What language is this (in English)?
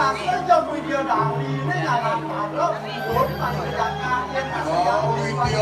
Balinese